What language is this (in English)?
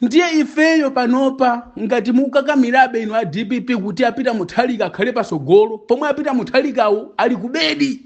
Nyanja